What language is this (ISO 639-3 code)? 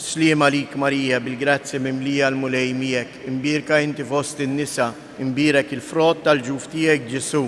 mlt